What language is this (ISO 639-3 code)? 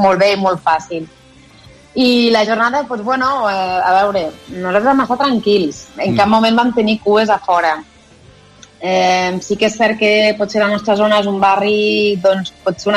cat